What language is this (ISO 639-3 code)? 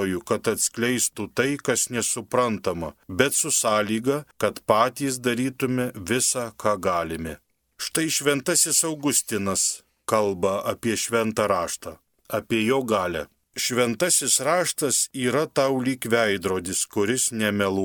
lit